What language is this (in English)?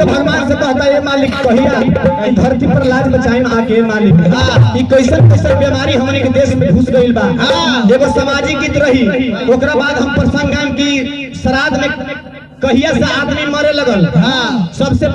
Magahi